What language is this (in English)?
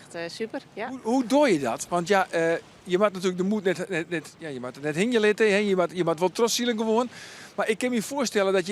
Western Frisian